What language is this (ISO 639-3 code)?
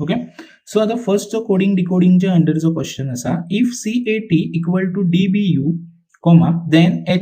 kok